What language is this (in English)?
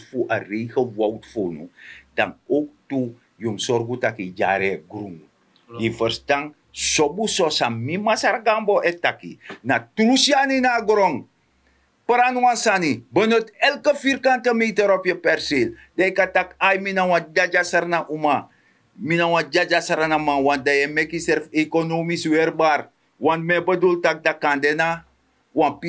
Sranan Tongo